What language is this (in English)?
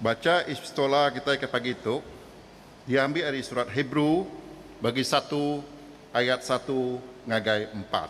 Iban